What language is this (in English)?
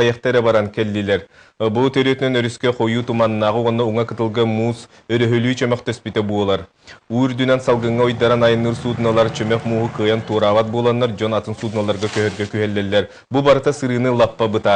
Yakut